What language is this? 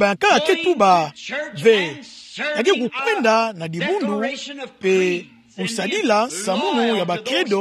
Kituba (Democratic Republic of Congo)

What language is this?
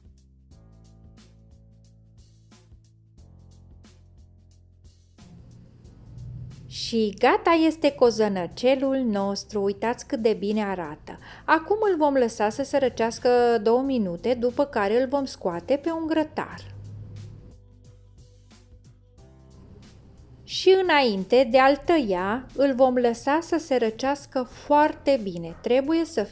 Romanian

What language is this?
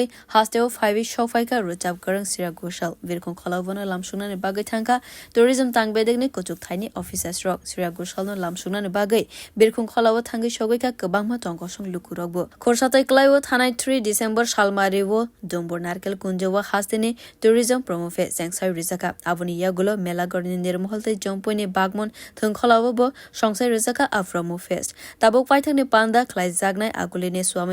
Kok Borok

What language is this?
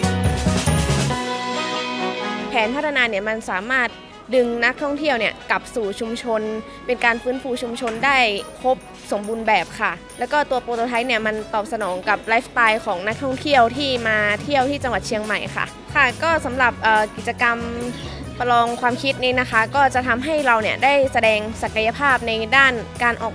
Thai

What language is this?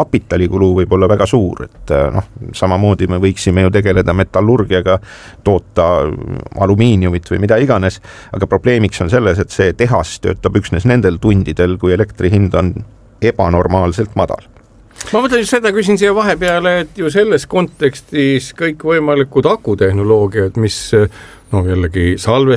Estonian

